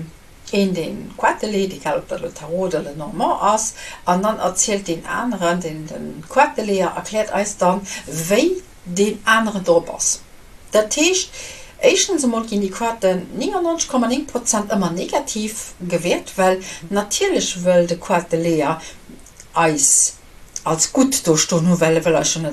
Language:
Luxembourgish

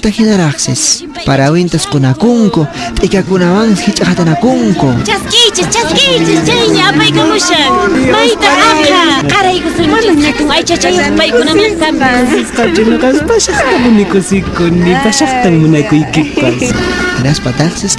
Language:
Quechua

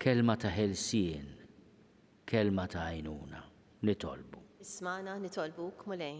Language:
Maltese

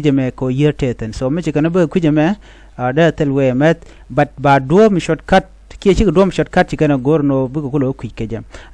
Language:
Nuer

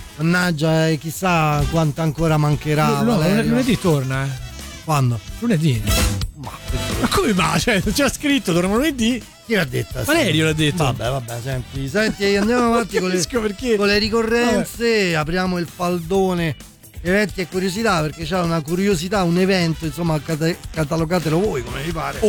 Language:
Italian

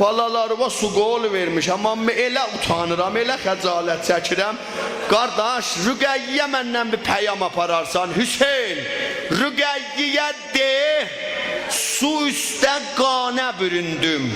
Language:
South Azerbaijani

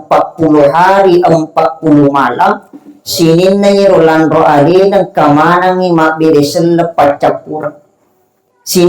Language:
Buginese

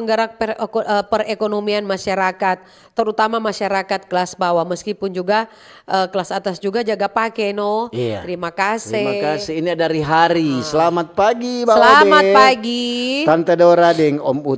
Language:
Manado Malay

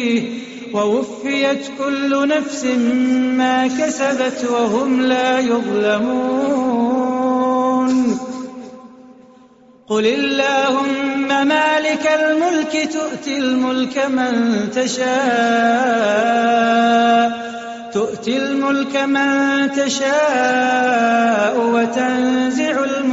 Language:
Arabic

